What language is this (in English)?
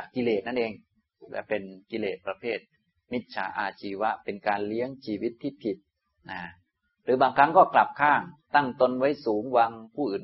Thai